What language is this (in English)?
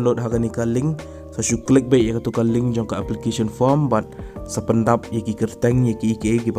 Khasi